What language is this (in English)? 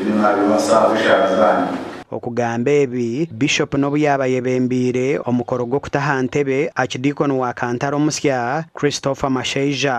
Nyankole